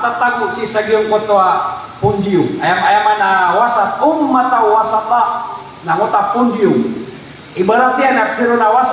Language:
Maranao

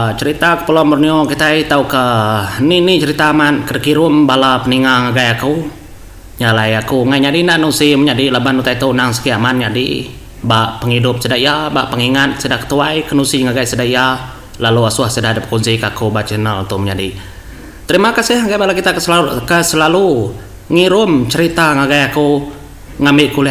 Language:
Iban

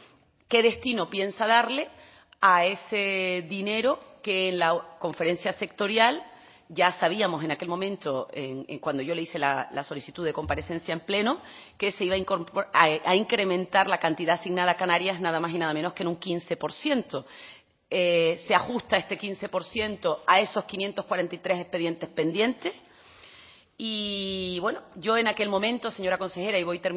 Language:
Spanish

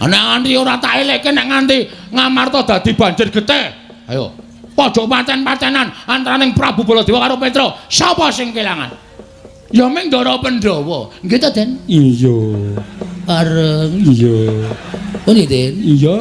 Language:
Javanese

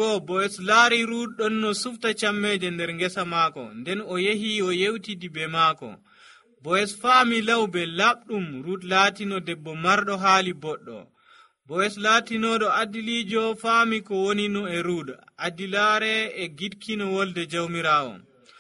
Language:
Nigerian Fulfulde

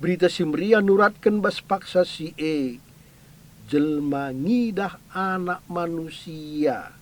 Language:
Batak Karo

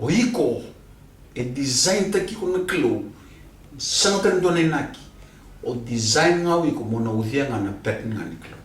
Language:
Fijian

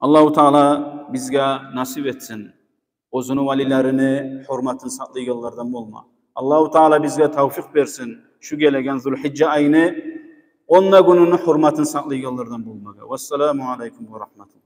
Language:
Kumyk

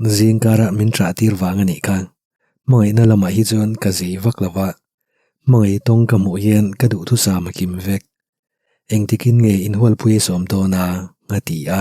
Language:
Mizo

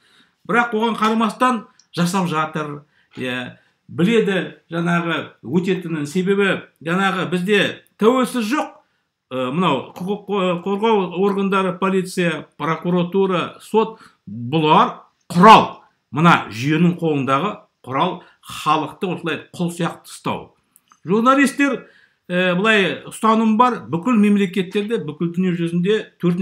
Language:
Kazakh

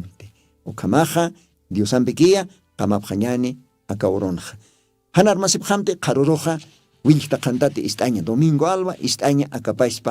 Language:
Aymara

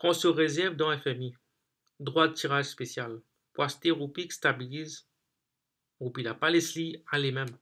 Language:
Morisyen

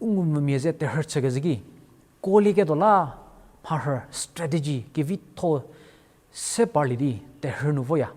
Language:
Angami Naga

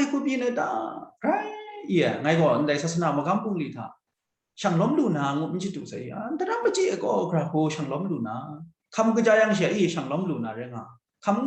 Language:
Kachin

